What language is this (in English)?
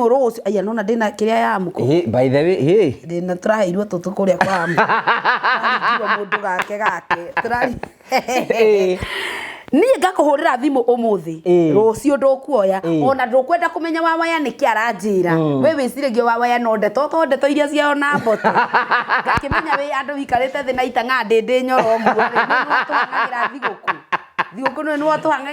Kikuyu